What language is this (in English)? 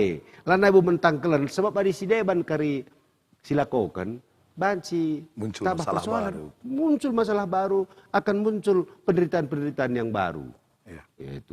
Batak Karo